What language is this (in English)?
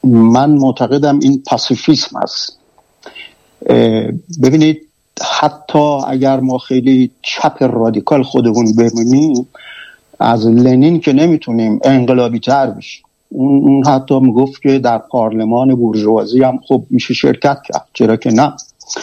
Persian